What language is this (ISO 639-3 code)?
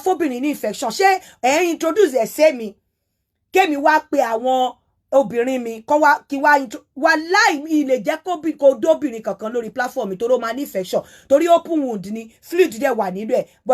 yor